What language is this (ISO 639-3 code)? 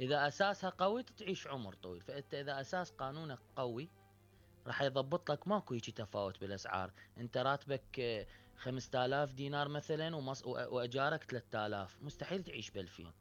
acm